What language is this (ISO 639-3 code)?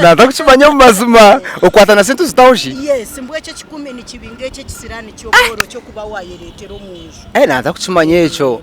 nyn